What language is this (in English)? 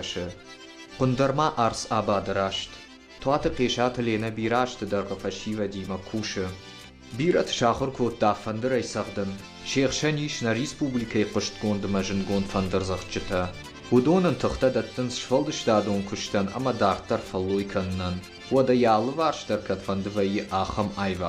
Ossetic